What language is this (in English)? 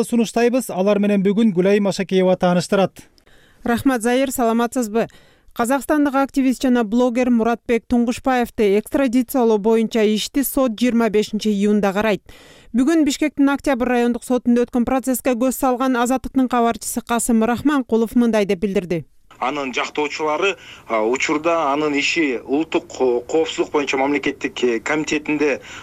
Kyrgyz